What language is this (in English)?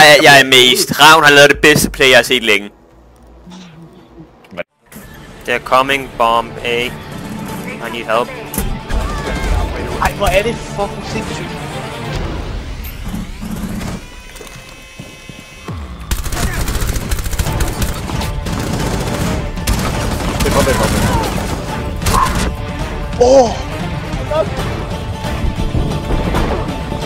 Danish